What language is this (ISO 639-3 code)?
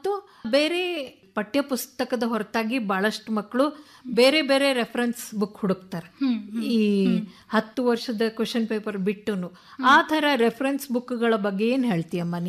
kan